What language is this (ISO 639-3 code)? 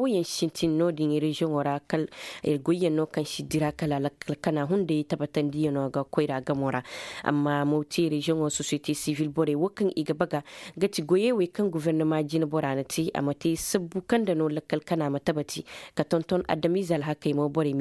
ses